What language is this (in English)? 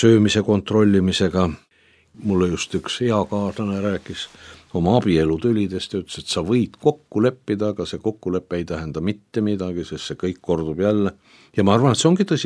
Estonian